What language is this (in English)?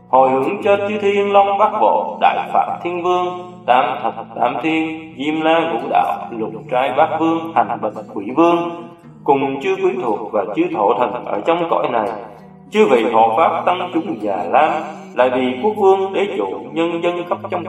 Vietnamese